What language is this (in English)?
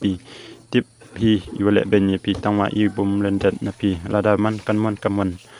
Khasi